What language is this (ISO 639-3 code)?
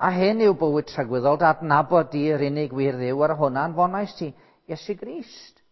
cym